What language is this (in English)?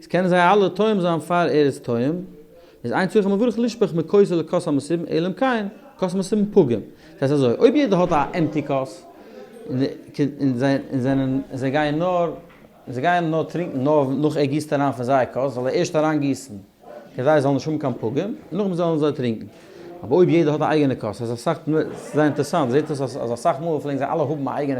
Yiddish